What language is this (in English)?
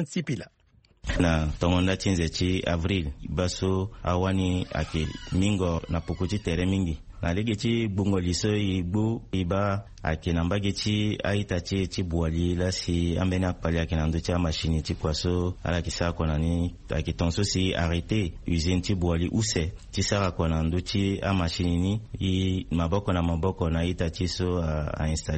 Sango